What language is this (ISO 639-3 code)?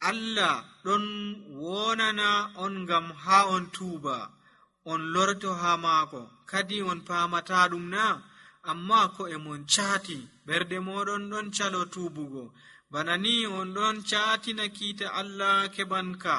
fuv